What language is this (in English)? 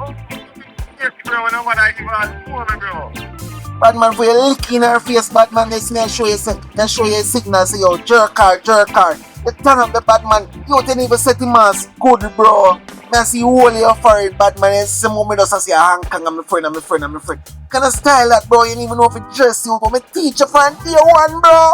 Jamaican Creole English